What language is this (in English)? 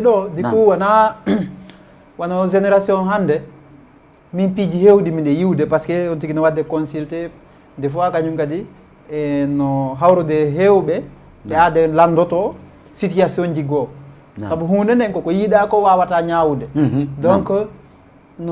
Fula